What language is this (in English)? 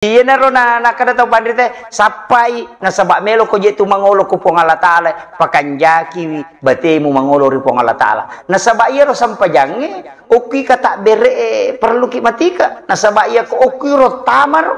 Buginese